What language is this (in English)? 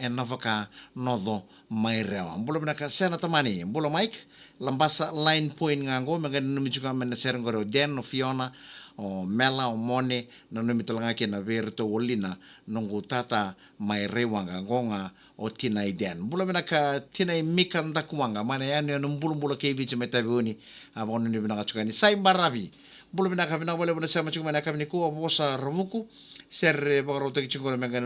Fijian